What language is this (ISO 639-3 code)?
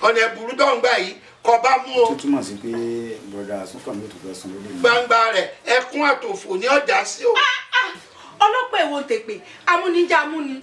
yor